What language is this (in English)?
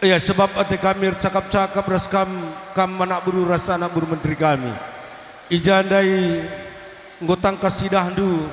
Batak Karo